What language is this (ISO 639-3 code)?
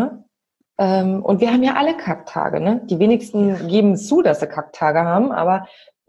deu